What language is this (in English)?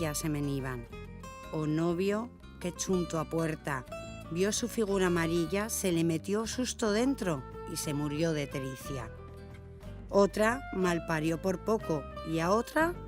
Aragonese